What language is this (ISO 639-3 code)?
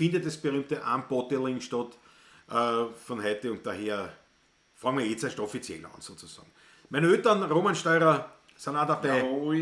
bar